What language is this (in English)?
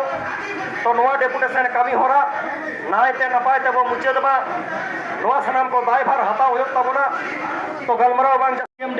Santali